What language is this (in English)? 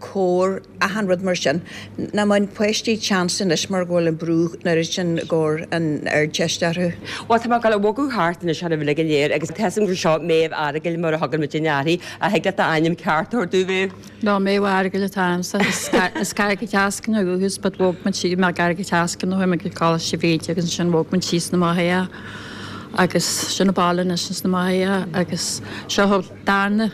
Irish